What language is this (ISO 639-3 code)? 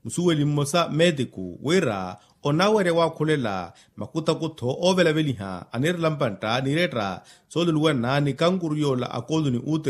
vmw